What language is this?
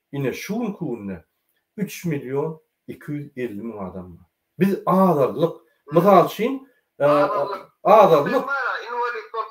Turkmen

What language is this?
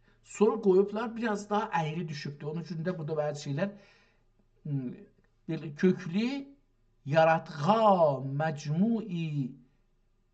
South Azerbaijani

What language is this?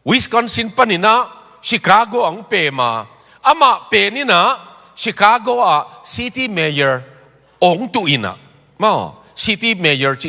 Tedim Chin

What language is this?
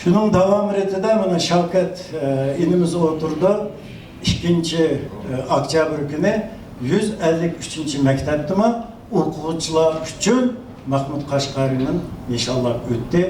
Uyghur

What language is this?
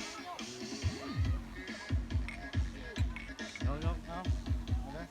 Lao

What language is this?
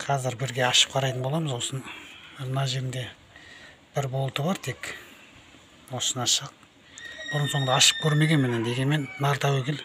Kazakh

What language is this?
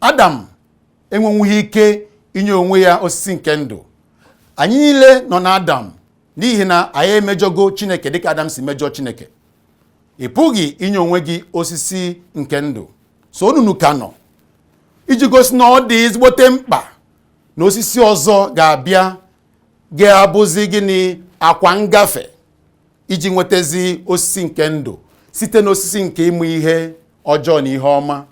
Igbo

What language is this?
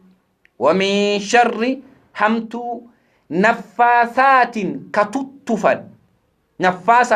Oromo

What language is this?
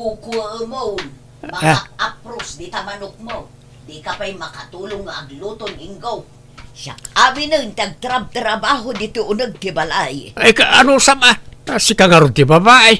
Iloko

